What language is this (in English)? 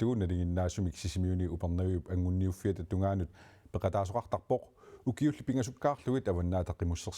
Kalaallisut